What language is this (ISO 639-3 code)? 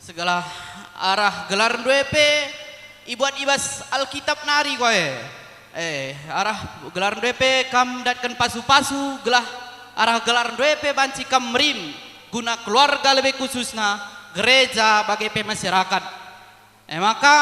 btx